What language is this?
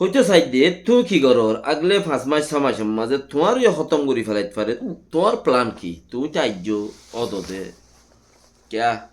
Rohingya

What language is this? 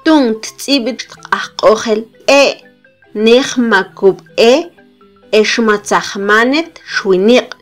Mam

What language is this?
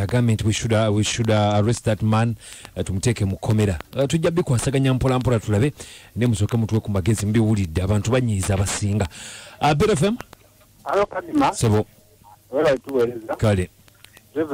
Ganda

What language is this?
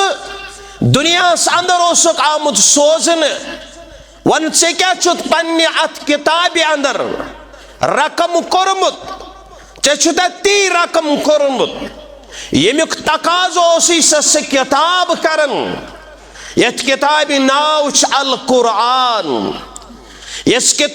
Kashmiri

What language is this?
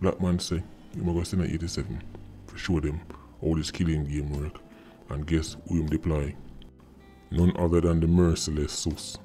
Jamaican Creole English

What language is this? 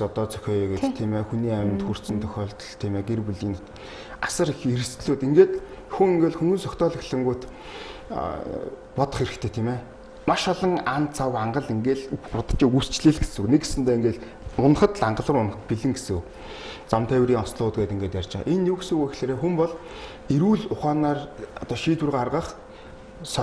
Mongolian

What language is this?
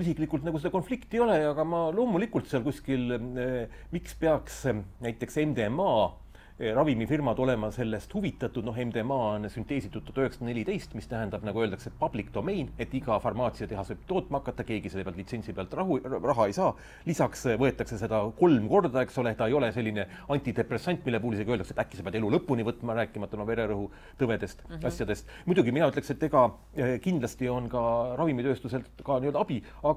Estonian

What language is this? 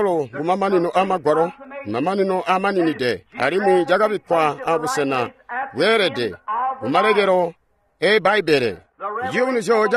Tonga (Zambia)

